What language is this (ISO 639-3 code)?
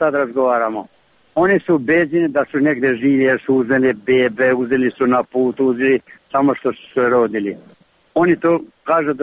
srp